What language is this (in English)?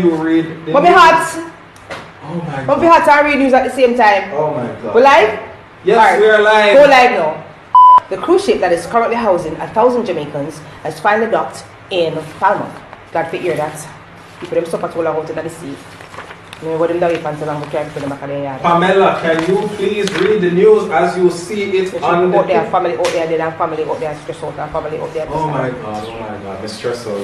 Jamaican Creole English